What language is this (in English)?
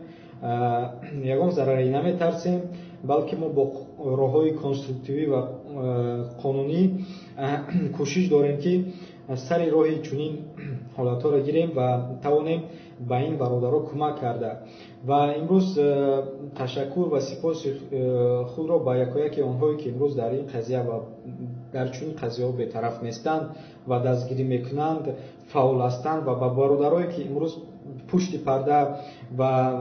Tajik